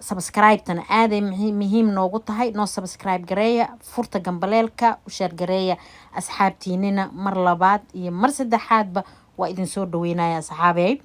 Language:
Somali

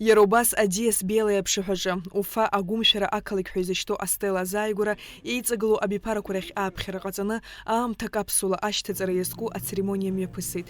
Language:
Abkhazian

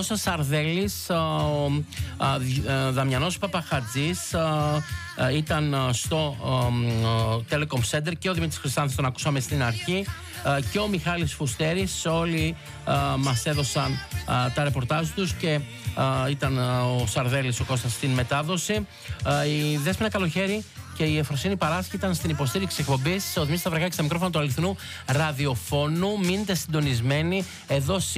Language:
Greek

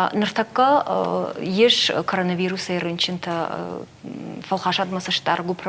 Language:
Ossetic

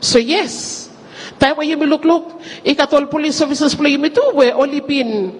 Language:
Bislama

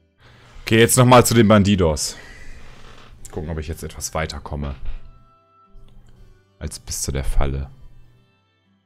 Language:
German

